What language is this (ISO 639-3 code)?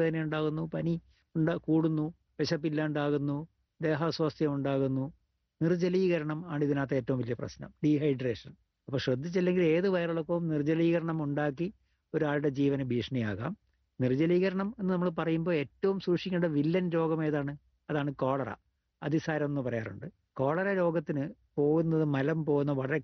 mal